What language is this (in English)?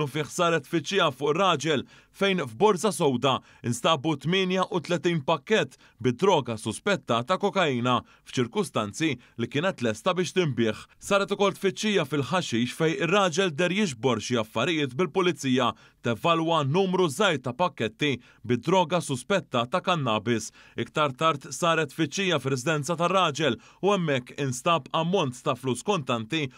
Maltese